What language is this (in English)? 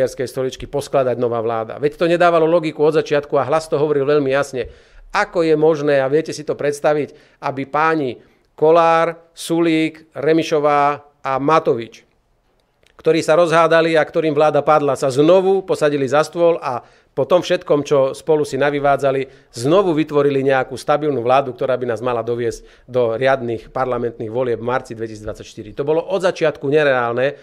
Slovak